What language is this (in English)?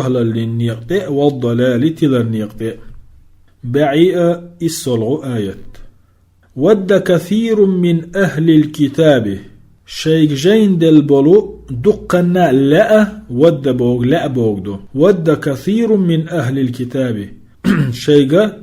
Chechen